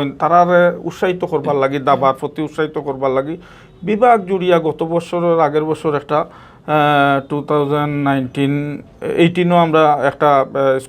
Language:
Sylheti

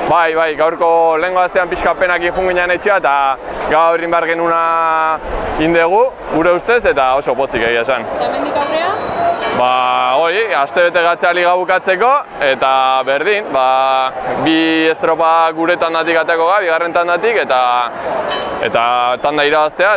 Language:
Basque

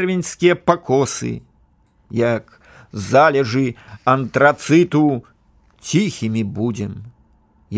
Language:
Belarusian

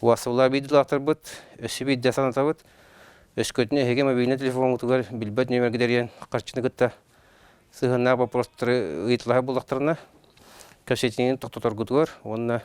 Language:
Yakut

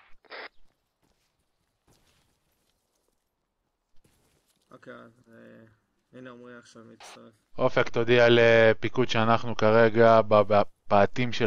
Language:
Hebrew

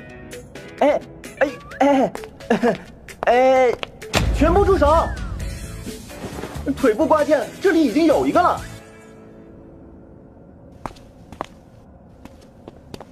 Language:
Chinese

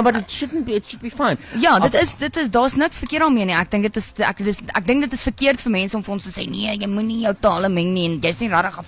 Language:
Afrikaans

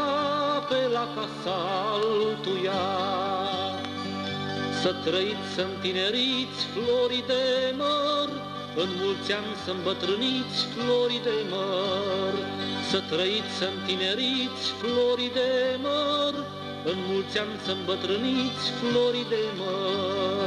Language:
Romanian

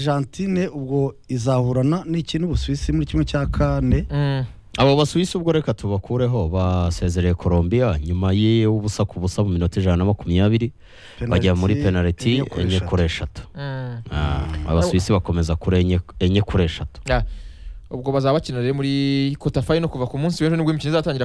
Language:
Kinyarwanda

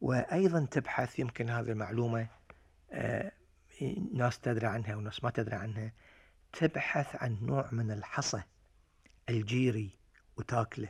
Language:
Gulf Arabic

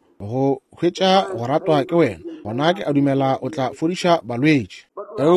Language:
Northern Sotho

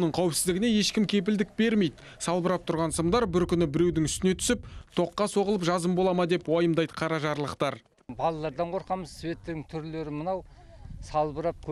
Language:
Kazakh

